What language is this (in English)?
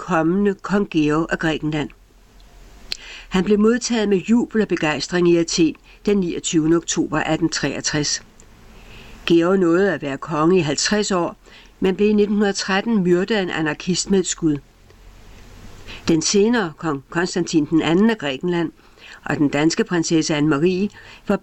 Danish